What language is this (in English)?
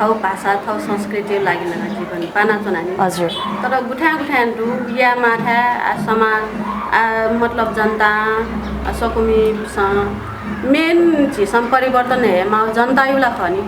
Newari